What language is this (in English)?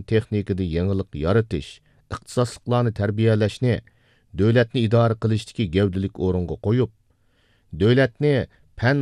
Uyghur